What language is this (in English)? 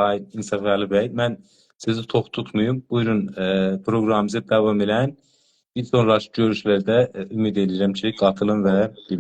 South Azerbaijani